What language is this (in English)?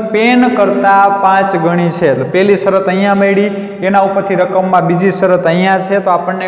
Gujarati